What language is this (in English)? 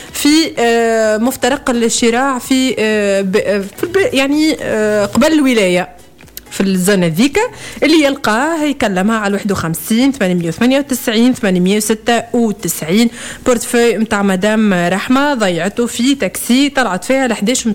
Tunisian Arabic